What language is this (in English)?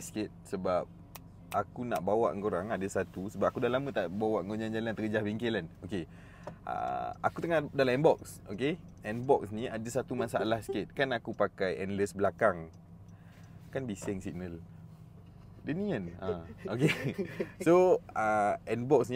Malay